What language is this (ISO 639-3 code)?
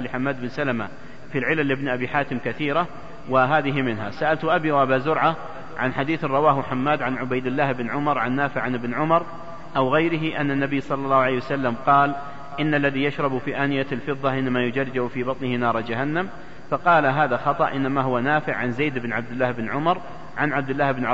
ara